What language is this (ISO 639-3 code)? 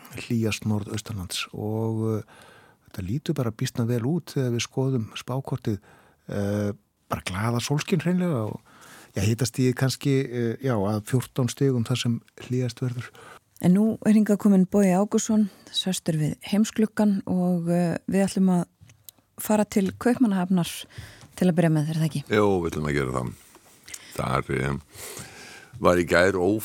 isl